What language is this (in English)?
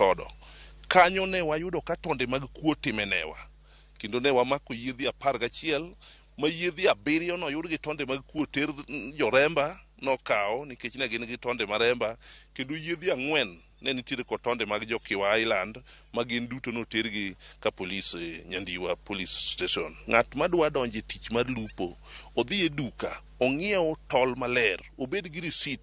Luo (Kenya and Tanzania)